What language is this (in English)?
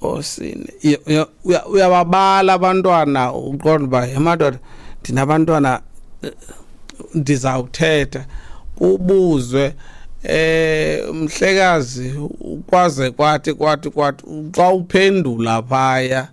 Xhosa